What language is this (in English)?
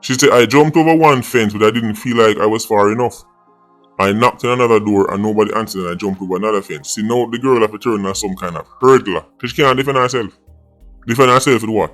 Jamaican Creole English